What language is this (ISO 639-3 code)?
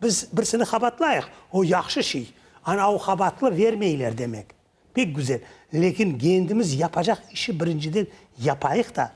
crh